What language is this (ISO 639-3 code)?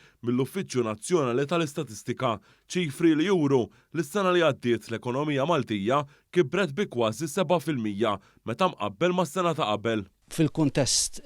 mlt